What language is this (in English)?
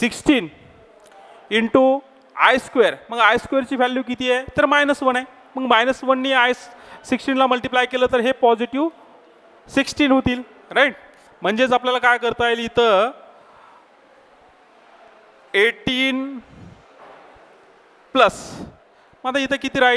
Marathi